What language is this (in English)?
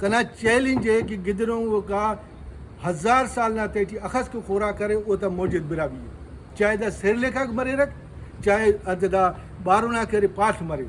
Brahui